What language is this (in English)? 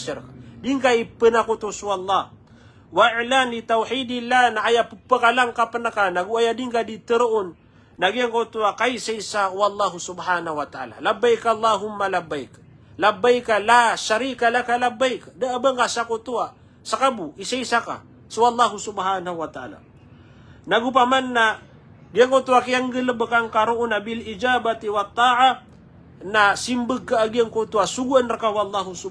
Maranao